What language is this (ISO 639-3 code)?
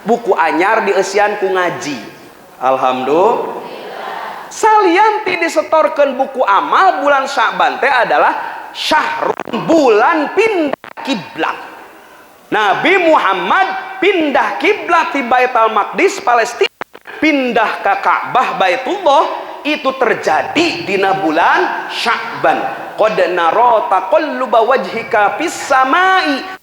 sun